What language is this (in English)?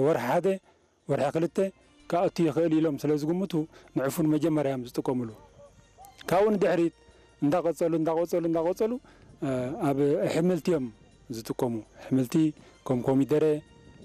Tigrinya